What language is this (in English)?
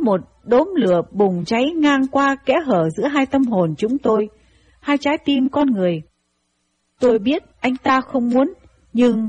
Vietnamese